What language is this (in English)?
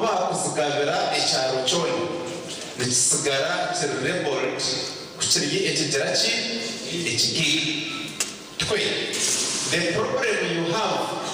Nyankole